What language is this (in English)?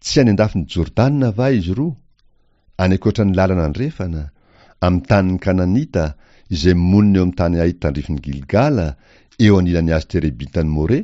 Malagasy